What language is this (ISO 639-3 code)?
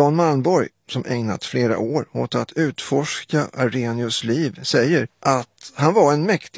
swe